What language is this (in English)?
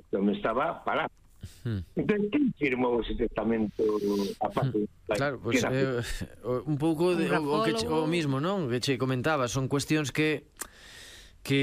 Galician